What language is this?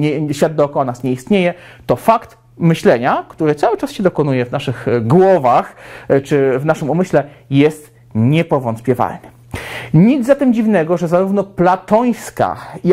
Polish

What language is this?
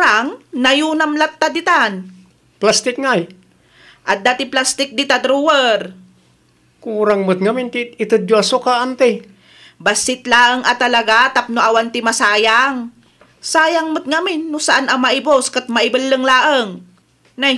Iloko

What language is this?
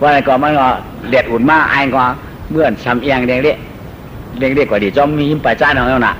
Shan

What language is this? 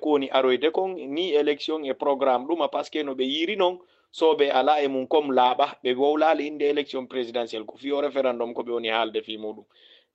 Fula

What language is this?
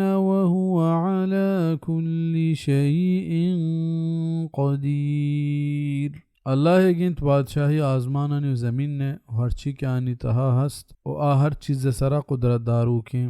Baluchi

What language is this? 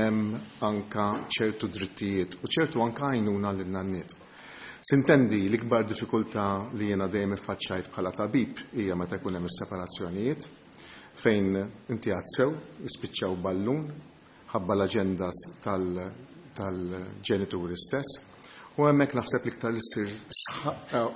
Maltese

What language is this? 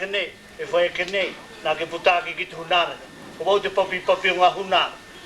Māori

